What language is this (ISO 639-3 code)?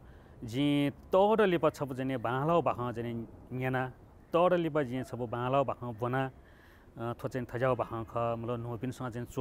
new